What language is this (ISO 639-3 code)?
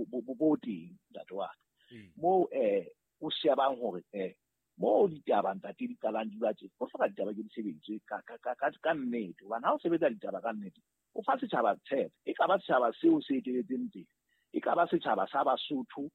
sot